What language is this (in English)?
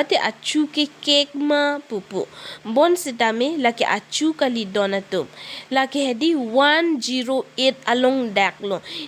Karbi